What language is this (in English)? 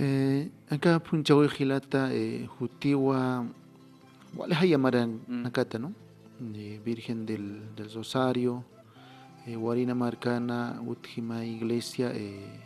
Aymara